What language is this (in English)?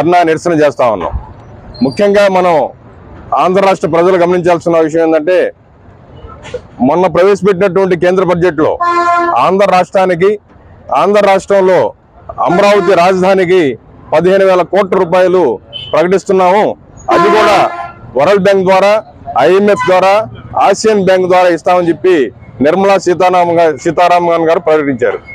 Telugu